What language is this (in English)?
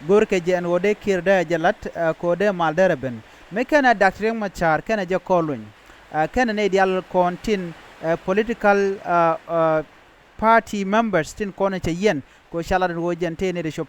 Nuer